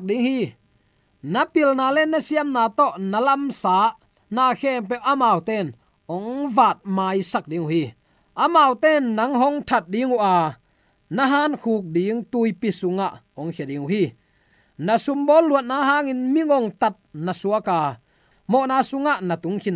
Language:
Tedim Chin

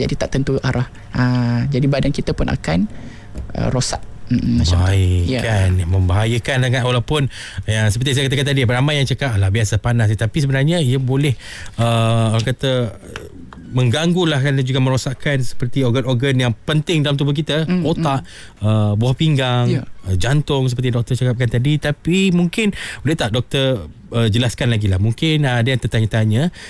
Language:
Malay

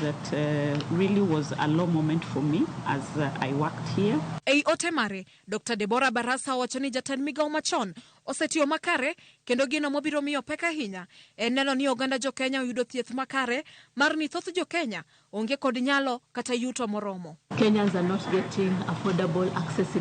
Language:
Luo (Kenya and Tanzania)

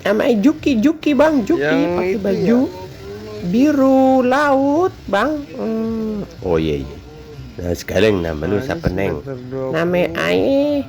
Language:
Betawi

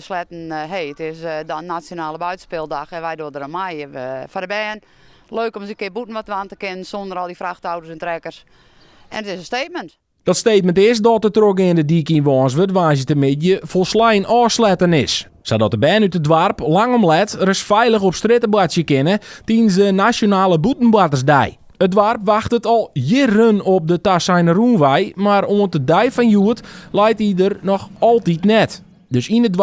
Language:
Western Frisian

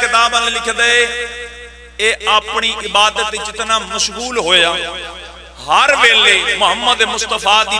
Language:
Pahari-Potwari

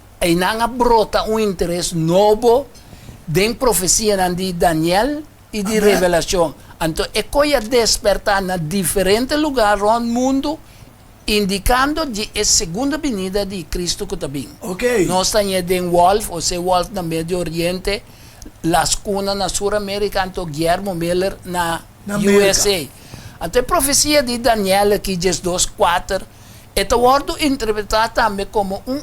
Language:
Papiamento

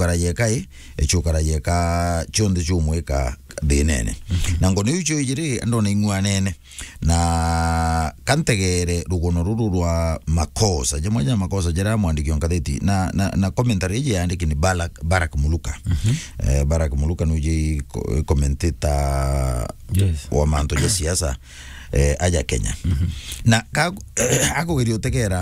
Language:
Meru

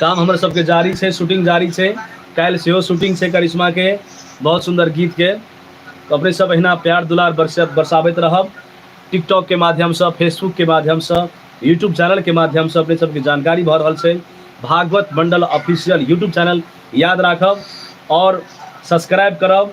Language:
Maithili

